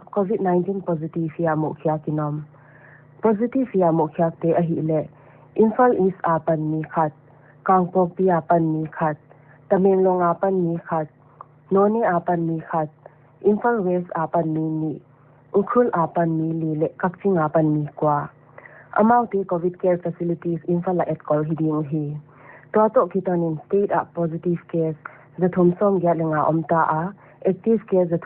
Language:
Paite Chin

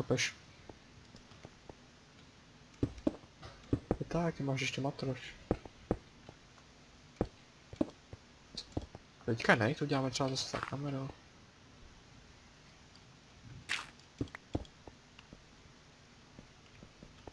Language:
Czech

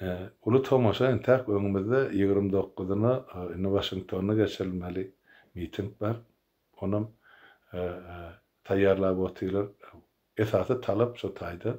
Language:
Turkmen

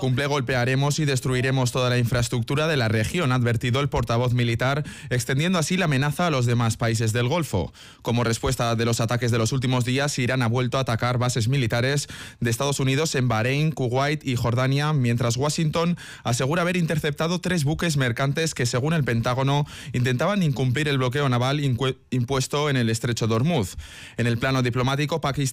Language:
Spanish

